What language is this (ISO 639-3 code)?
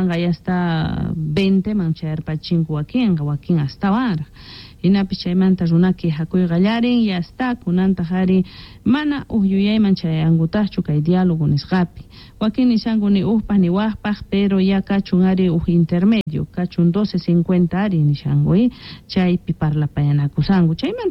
quh